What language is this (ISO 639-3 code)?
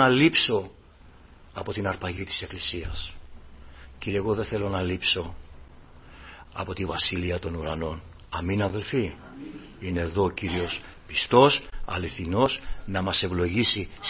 ell